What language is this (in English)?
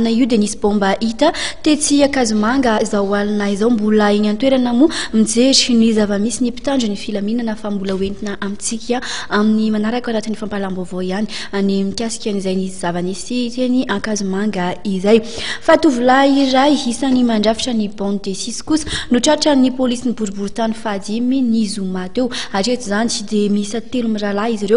Malagasy